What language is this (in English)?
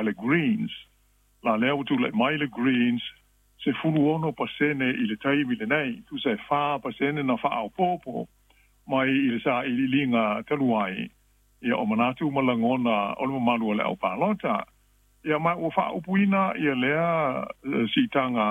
Samoan